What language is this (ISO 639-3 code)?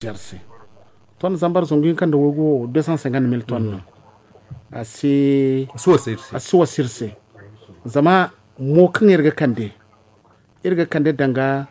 dje